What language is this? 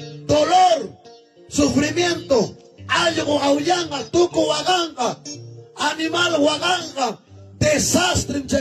Ayacucho Quechua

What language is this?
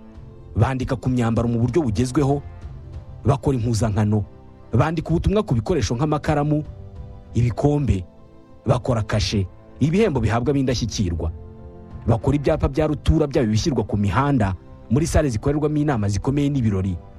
Kinyarwanda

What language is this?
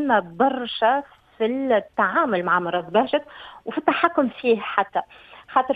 Tunisian Arabic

